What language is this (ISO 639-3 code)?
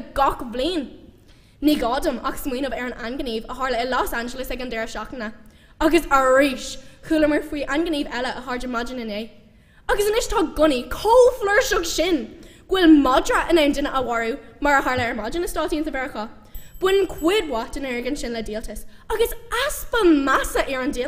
gle